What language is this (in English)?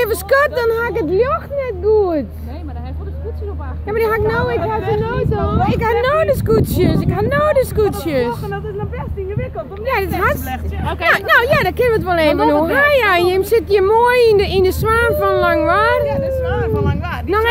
Western Frisian